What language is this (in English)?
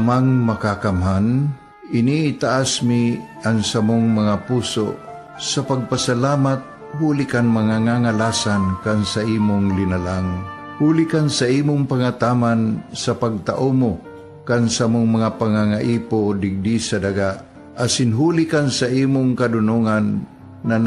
Bikol